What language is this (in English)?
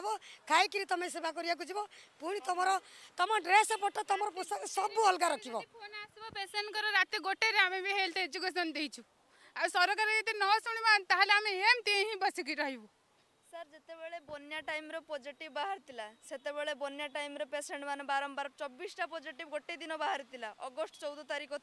Odia